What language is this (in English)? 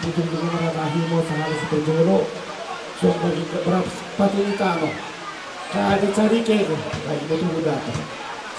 Batak Toba